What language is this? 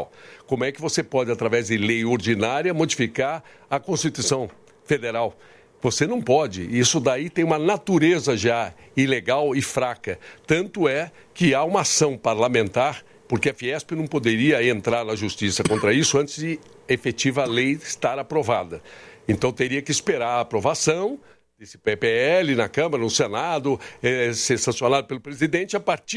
Portuguese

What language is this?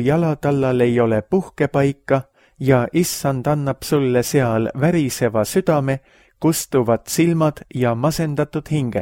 Estonian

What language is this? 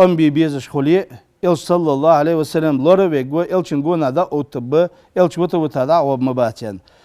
Ingush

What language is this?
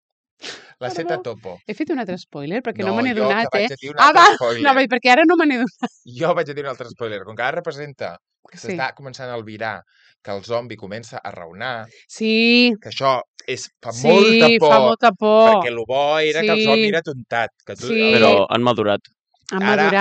Catalan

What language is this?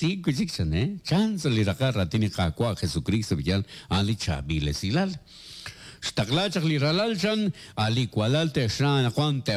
Kekchí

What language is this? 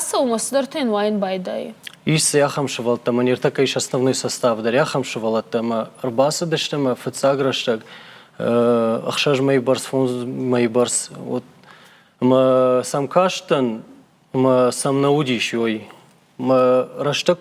Ossetic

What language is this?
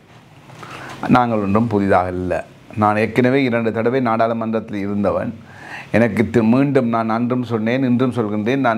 Tamil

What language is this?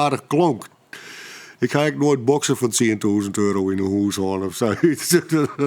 Western Frisian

